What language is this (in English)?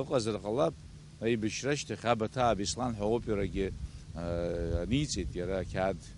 Abkhazian